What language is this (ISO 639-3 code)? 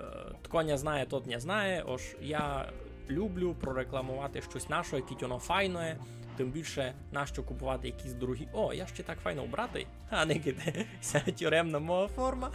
rue